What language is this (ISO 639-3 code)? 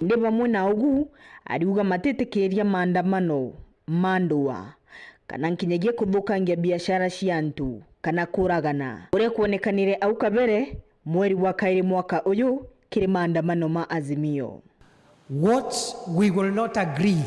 mer